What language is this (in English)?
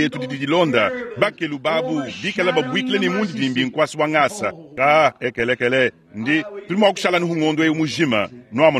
Luba-Lulua